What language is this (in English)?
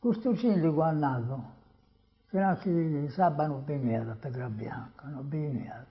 Sardinian